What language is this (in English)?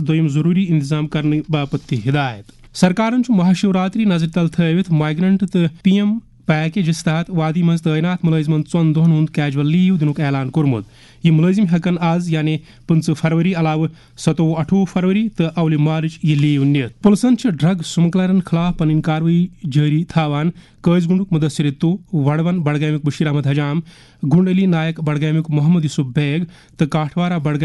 Kashmiri